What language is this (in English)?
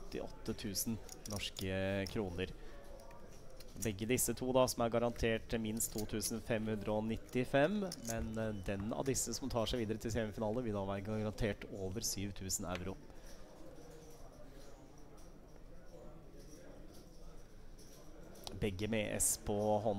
Norwegian